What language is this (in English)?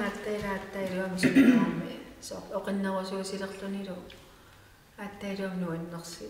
Kalaallisut